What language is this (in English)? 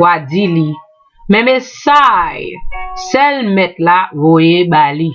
Haitian Creole